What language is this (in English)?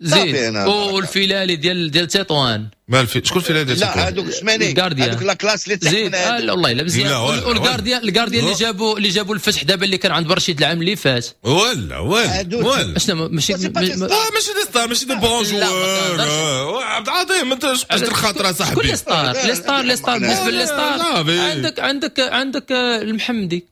Moroccan Arabic